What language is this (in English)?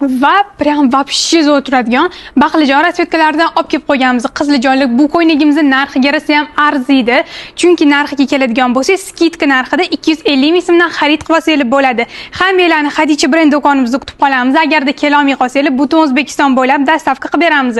Uzbek